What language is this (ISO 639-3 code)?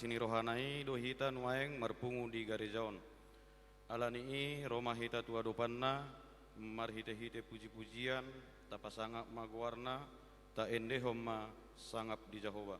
bbc